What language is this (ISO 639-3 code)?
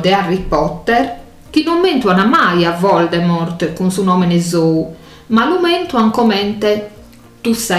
srd